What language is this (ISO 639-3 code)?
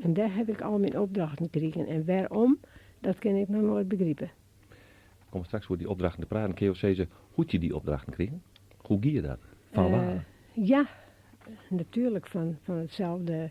fry